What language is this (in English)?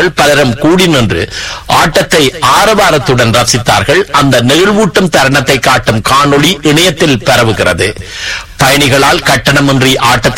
Tamil